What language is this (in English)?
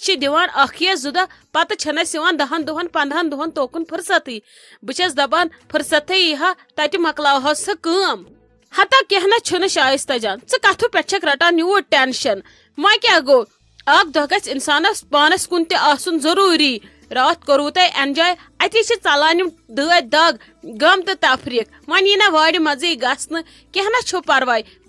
Kashmiri